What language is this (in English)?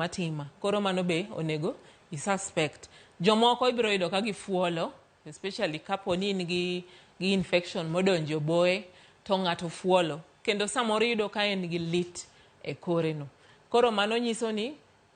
Luo (Kenya and Tanzania)